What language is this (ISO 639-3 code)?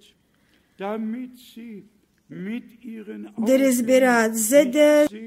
bul